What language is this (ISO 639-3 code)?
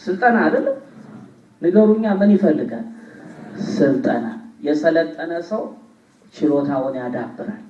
amh